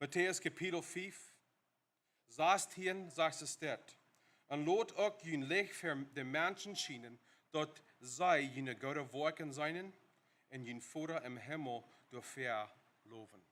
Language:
Plautdietsch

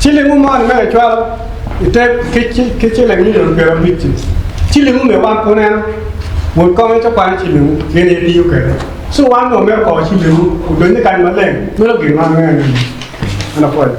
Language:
Acoli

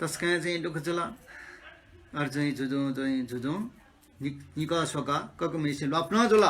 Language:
Newari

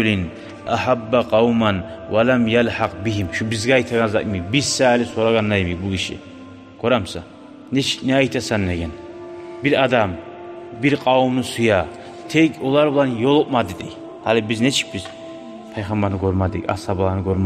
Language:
Kumyk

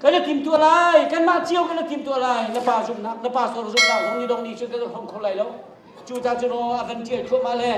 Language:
Hakha Chin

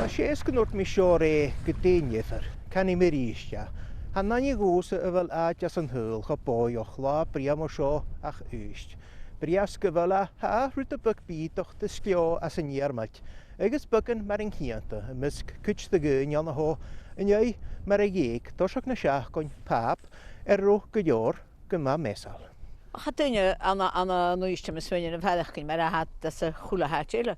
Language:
Scottish Gaelic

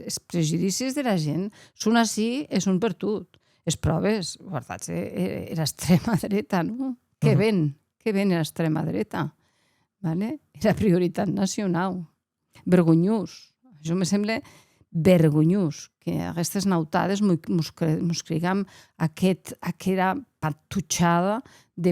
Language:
Occitan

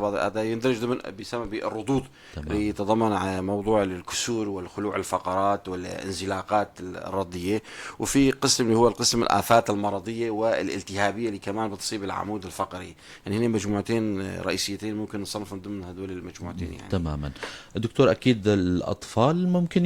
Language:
North Levantine Arabic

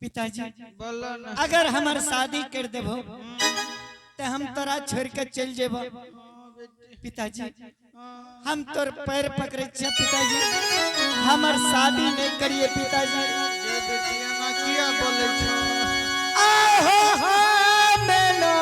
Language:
Angika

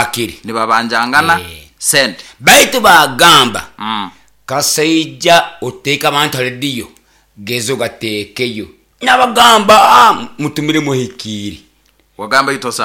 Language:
Nyoro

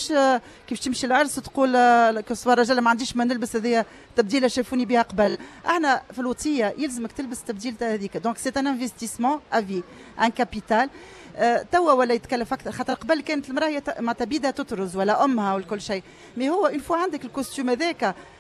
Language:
Tunisian Arabic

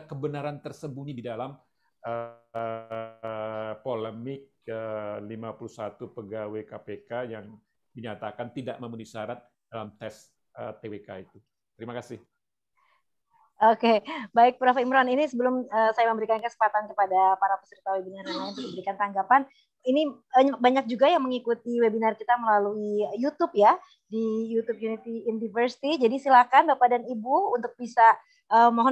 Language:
Indonesian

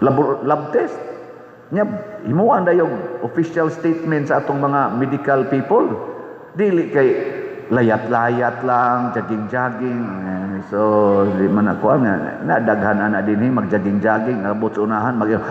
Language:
Cebuano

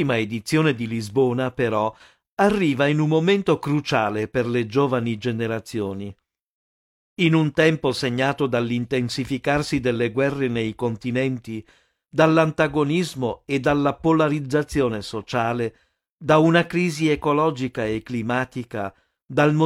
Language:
Italian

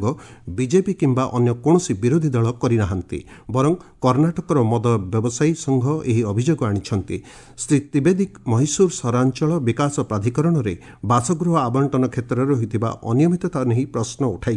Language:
Odia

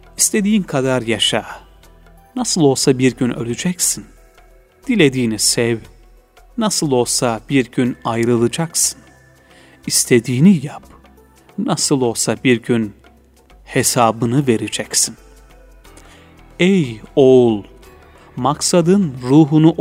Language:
Turkish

